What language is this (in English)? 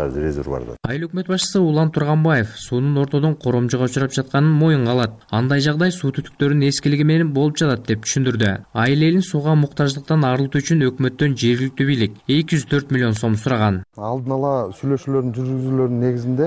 Kyrgyz